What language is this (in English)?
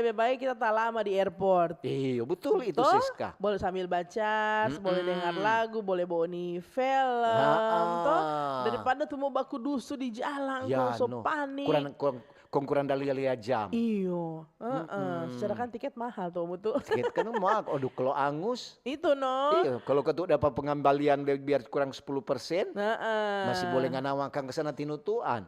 Manado Malay